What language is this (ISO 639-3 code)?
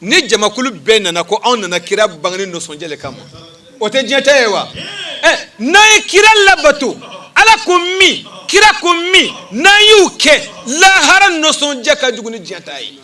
bam